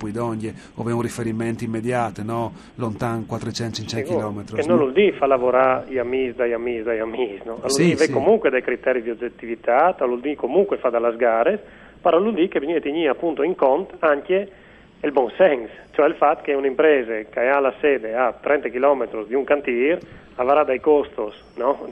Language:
Friulian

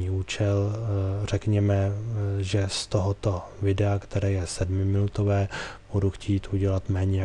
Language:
Czech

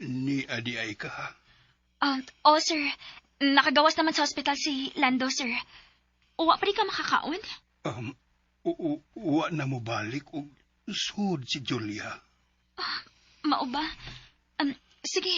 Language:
Cebuano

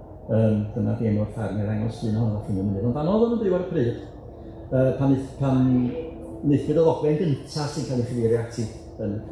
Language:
Welsh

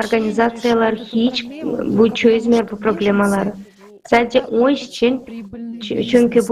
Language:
Gagauz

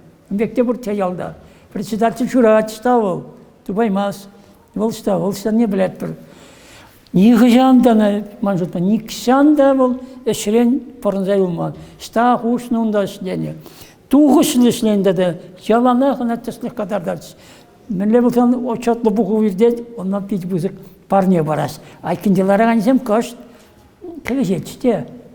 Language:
Chuvash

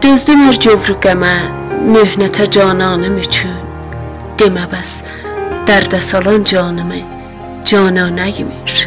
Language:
South Azerbaijani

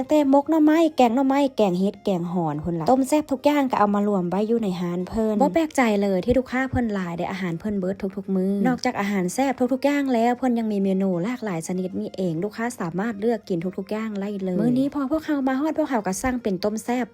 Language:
Lao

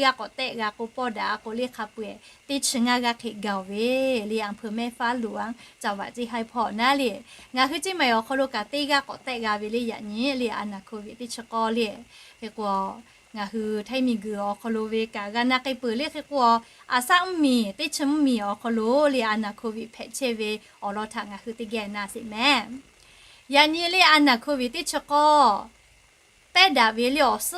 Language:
Lahu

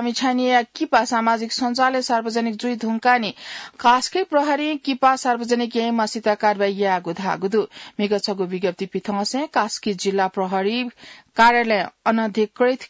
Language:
Newari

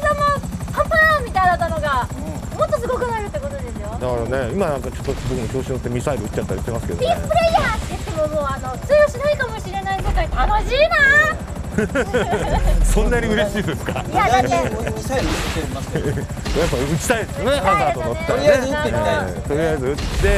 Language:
Japanese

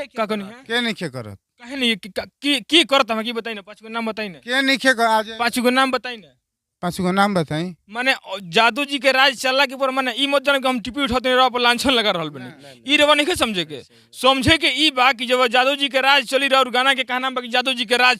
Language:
Bhojpuri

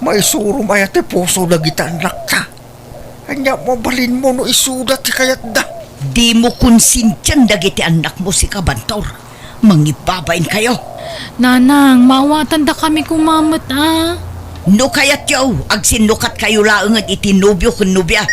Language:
Iloko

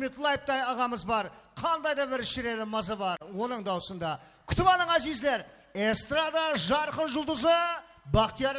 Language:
Kara-Kalpak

